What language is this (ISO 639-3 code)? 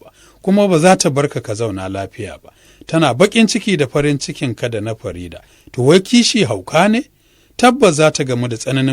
hau